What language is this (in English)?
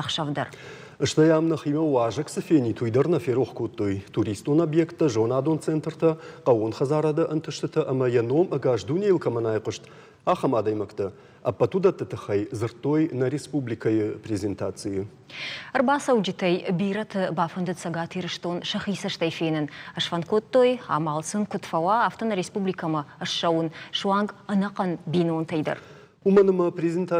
Ossetic